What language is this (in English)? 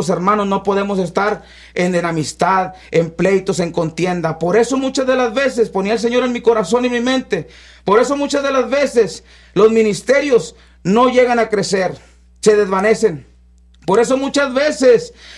Spanish